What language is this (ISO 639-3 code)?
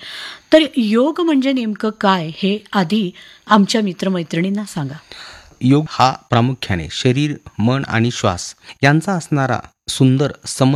mar